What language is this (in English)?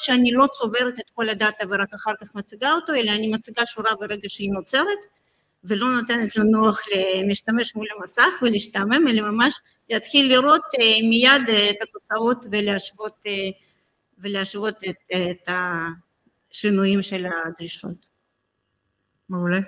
Hebrew